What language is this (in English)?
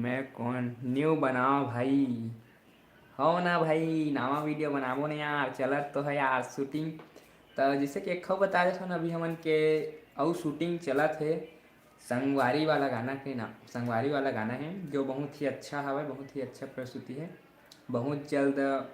Chhattisgarhi